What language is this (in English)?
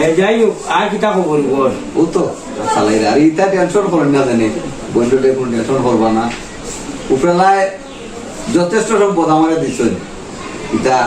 Sylheti